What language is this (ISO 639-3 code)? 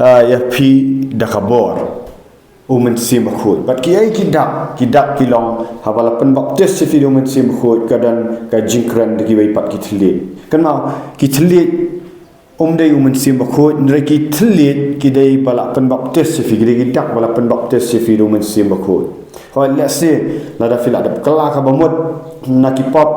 kha